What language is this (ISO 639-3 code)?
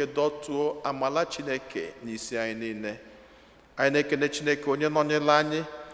ibo